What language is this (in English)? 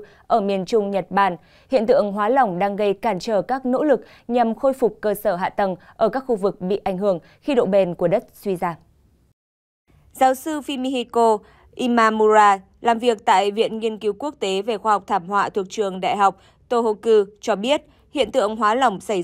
Vietnamese